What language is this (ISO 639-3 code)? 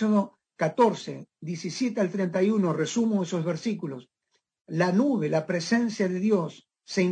spa